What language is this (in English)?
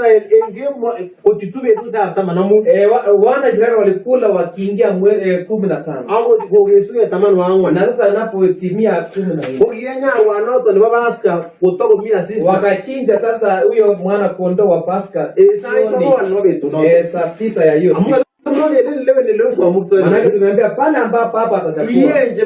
Kalenjin